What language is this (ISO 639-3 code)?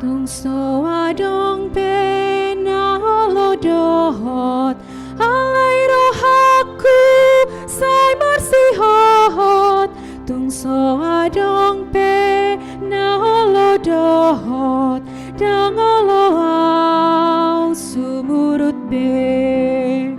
bbc